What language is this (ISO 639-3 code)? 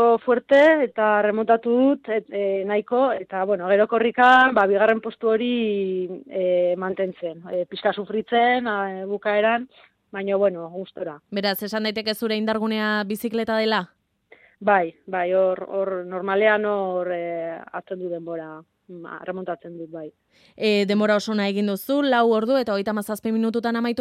eus